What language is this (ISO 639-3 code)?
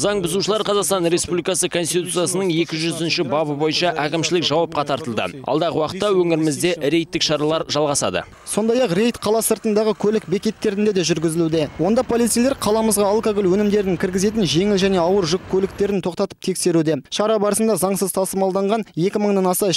kaz